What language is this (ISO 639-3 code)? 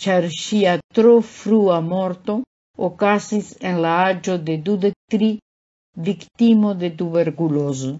epo